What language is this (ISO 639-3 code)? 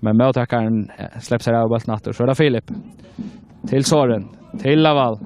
fao